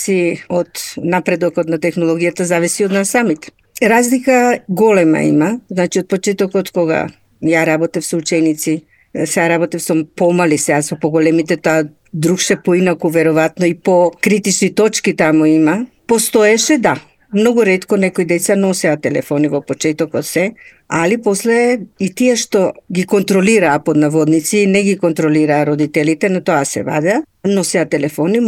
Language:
Macedonian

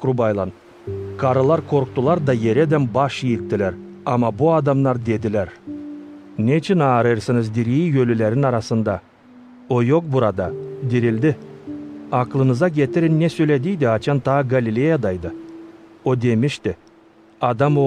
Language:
Gagauz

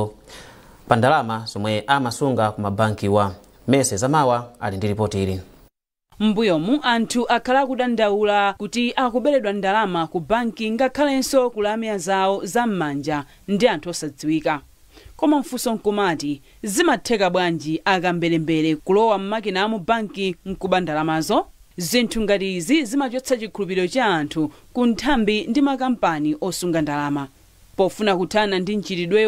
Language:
Nyanja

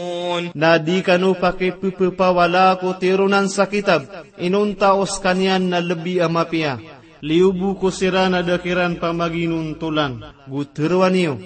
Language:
Maranao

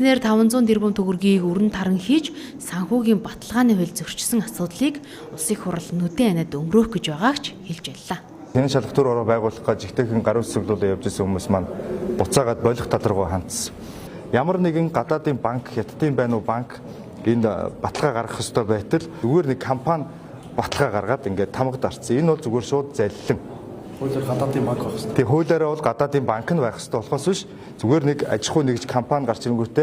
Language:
Mongolian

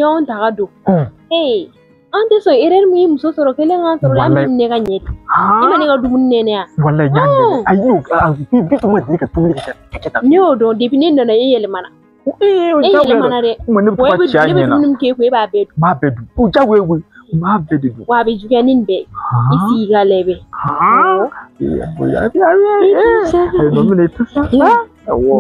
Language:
Bambara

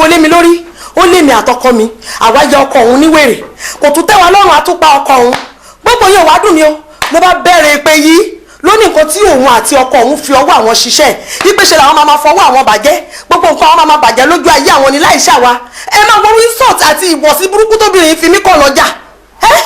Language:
Yoruba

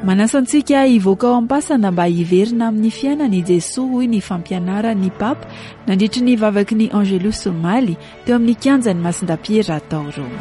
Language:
Malagasy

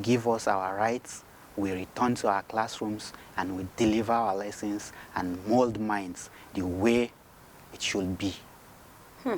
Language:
Nigerian Pidgin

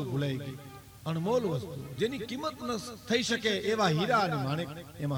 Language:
Gujarati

